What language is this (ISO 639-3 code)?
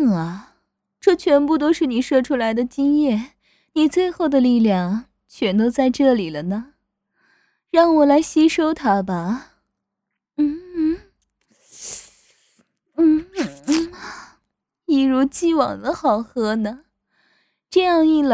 zho